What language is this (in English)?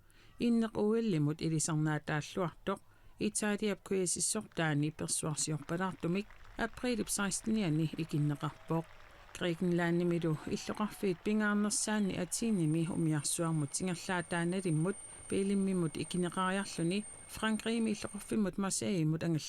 Kalaallisut